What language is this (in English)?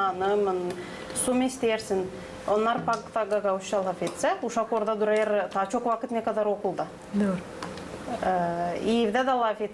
Gagauz